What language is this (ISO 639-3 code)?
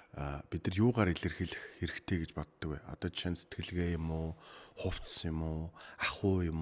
mon